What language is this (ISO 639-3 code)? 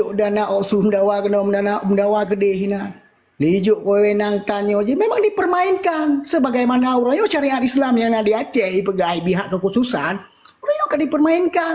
ace